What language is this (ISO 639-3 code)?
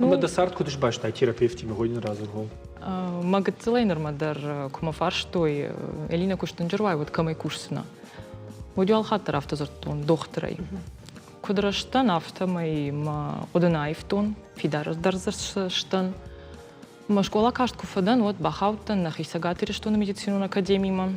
oss